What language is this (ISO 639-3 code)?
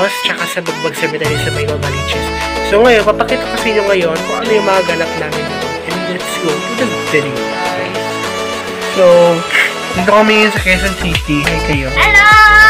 fil